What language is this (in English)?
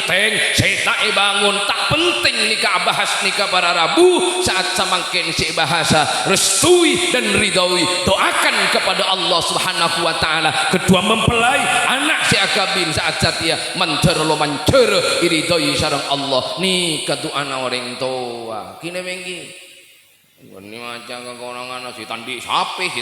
Madurese